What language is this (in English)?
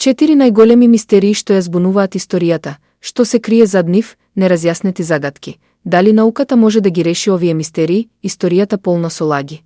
Macedonian